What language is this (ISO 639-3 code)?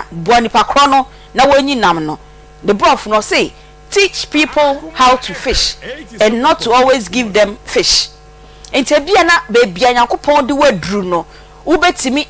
aka